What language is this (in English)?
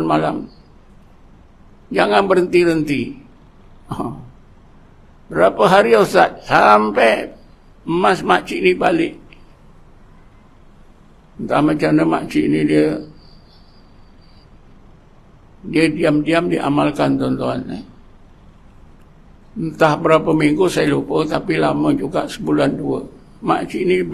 Malay